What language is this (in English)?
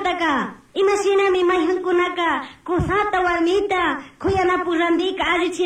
Chimborazo Highland Quichua